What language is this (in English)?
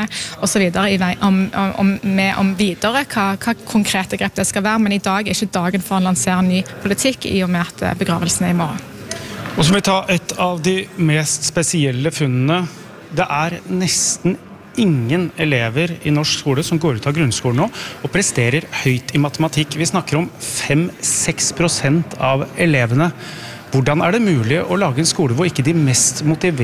Norwegian